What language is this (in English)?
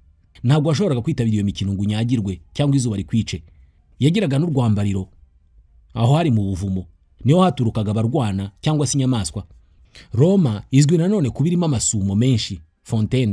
Kinyarwanda